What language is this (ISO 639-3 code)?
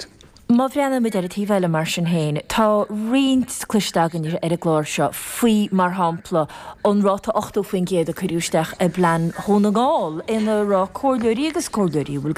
gle